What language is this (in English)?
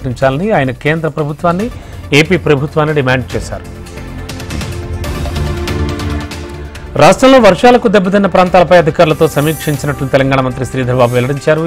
Telugu